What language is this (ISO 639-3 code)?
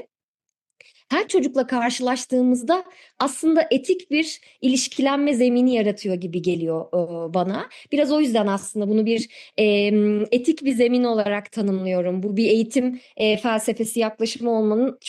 tur